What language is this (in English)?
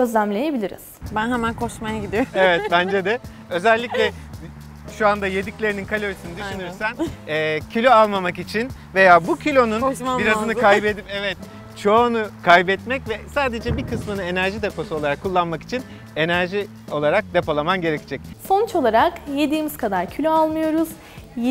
Turkish